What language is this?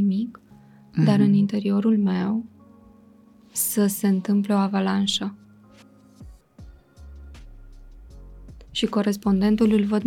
Romanian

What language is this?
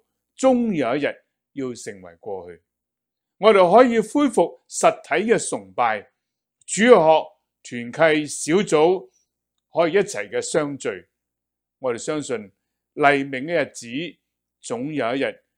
Cantonese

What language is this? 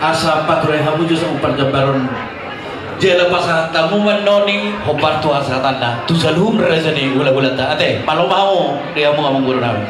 Batak Toba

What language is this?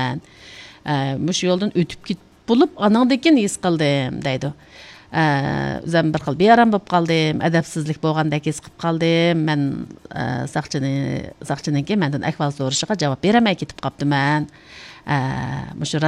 Uyghur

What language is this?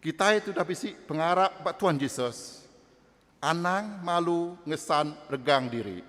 Iban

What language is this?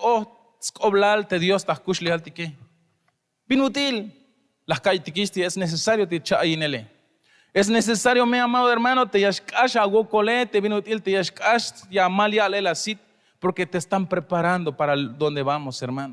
Tzeltal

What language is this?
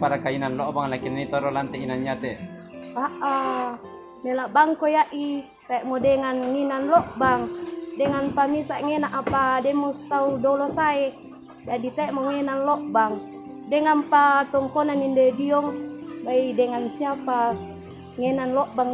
Toraja-Sa'dan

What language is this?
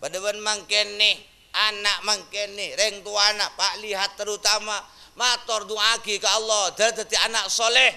Madurese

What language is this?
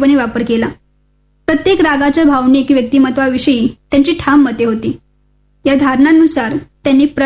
Marathi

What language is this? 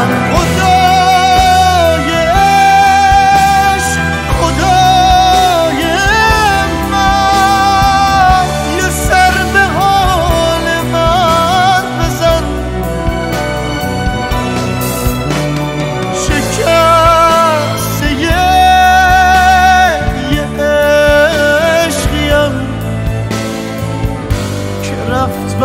Persian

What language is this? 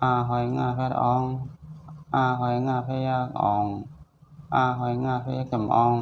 Shan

